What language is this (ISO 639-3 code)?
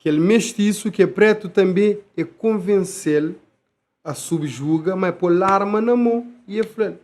kea